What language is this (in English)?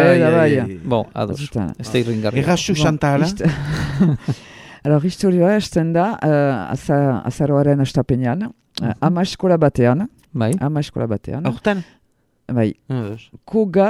Basque